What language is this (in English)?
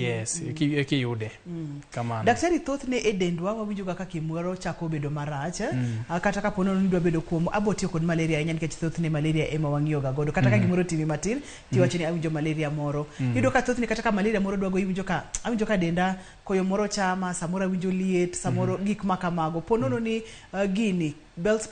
Luo (Kenya and Tanzania)